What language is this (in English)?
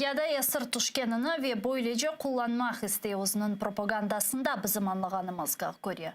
Crimean Tatar